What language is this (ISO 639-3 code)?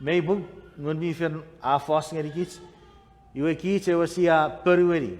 chk